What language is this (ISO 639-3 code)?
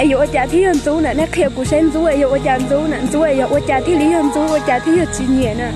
hmn